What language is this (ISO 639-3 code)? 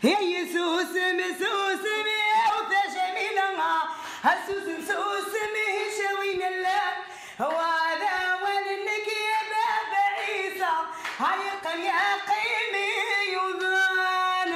kab